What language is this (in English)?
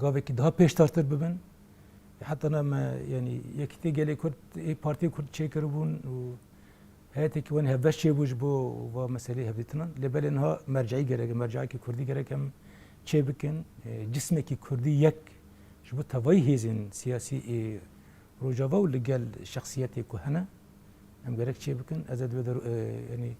Kurdish